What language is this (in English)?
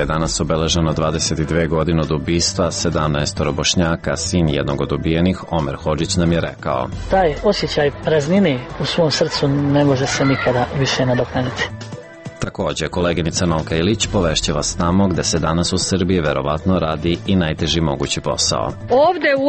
Serbian